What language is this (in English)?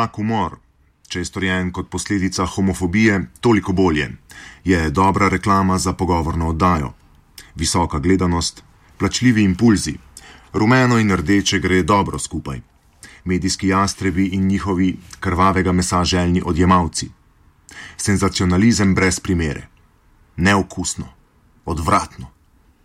Slovenian